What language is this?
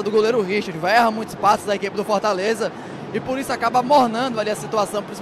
Portuguese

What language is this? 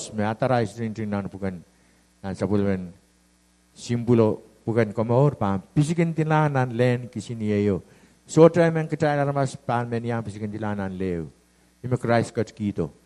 Pohnpeian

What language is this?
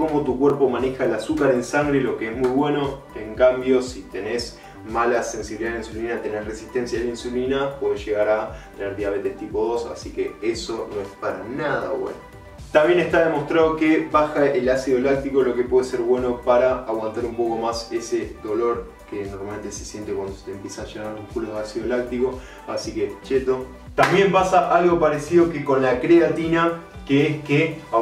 Spanish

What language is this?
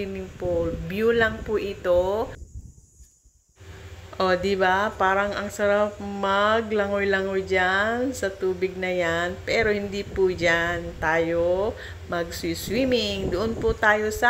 Filipino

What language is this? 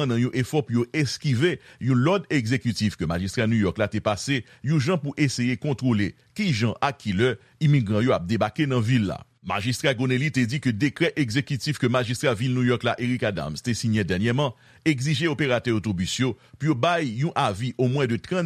Haitian Creole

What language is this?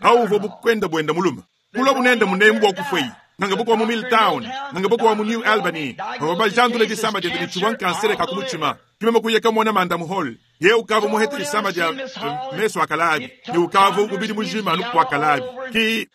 Luba-Lulua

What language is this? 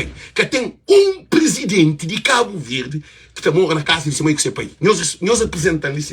Kabuverdianu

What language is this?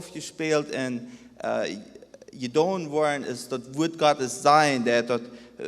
Plautdietsch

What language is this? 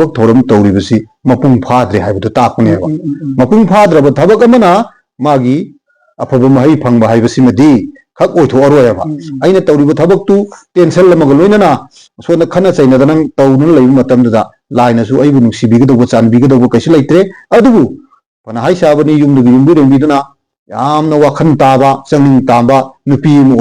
Manipuri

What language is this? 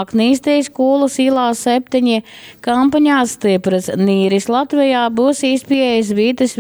Latgalian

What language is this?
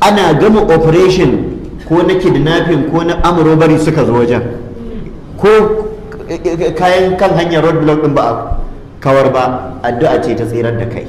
Hausa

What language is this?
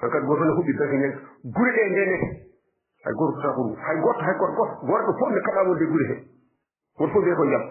Fula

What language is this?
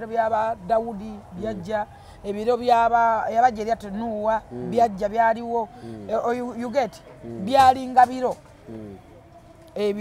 Ganda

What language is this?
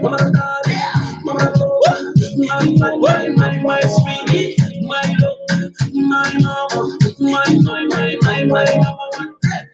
Kumam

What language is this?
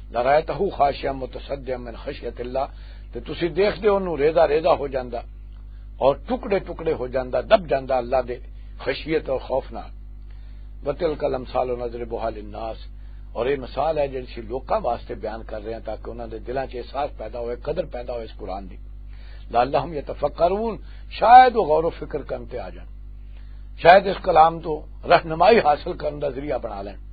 Western Panjabi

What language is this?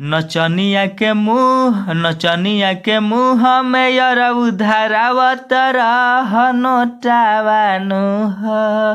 Bhojpuri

